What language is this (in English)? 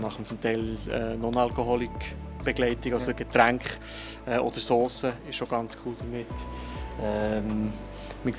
Swiss German